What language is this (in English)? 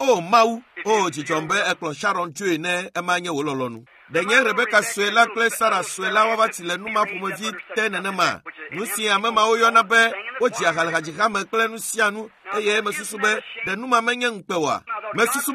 Ewe